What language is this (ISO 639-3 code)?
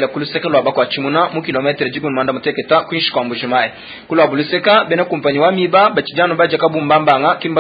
lua